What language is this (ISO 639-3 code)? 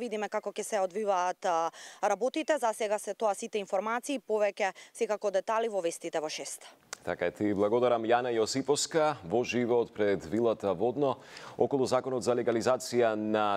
mkd